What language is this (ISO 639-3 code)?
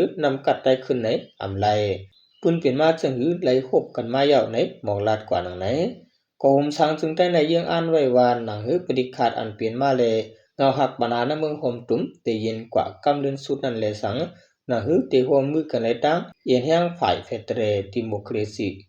shn